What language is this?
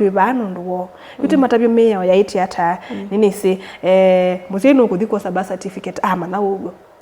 Kamba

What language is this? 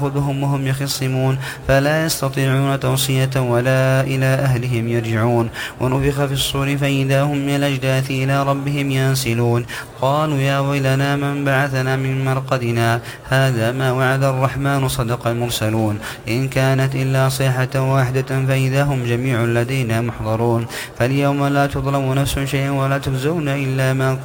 Arabic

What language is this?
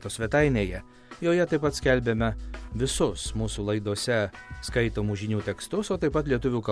Lithuanian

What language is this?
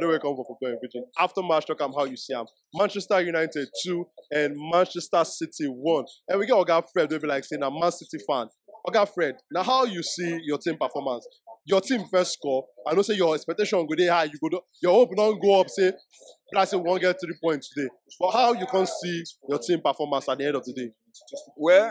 Nigerian Pidgin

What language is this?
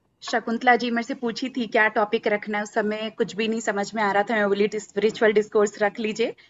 Hindi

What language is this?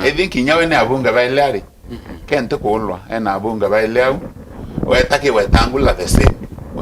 Meru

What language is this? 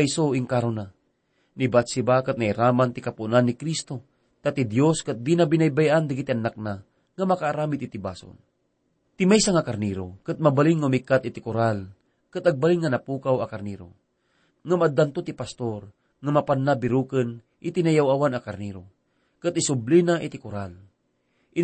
Iloko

